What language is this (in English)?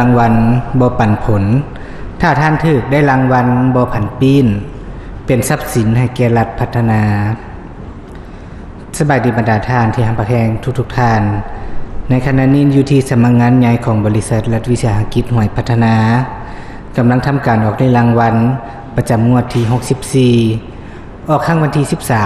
Lao